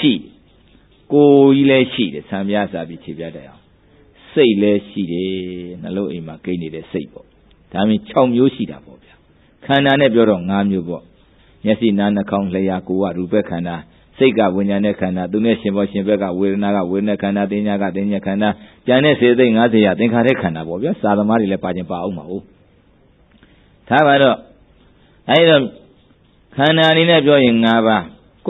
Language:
Burmese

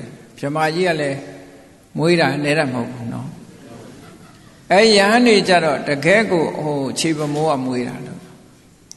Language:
Burmese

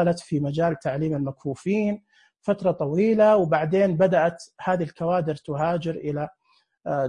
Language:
Najdi Arabic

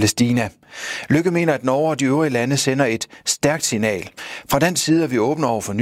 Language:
Danish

